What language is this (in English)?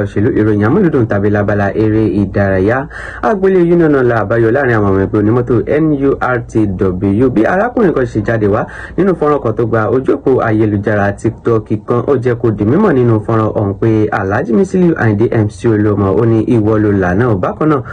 Yoruba